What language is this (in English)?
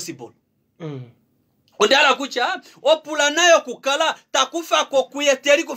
Kuanyama